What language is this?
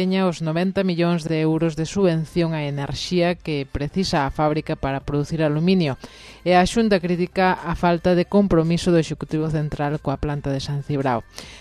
Galician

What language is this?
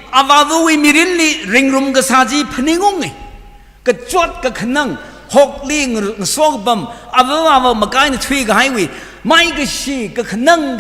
Tangkhul Naga (India)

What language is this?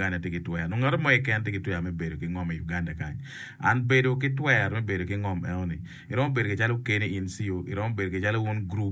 Acoli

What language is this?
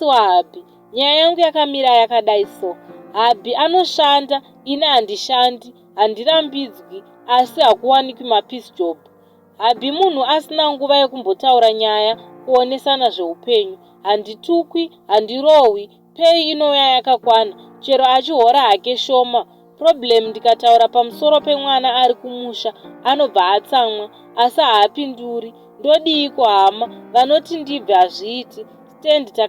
Shona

